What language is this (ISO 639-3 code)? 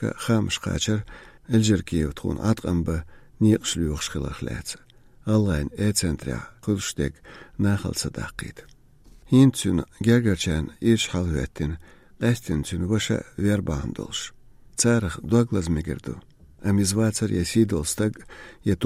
che